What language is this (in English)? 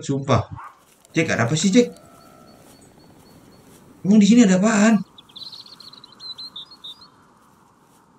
Indonesian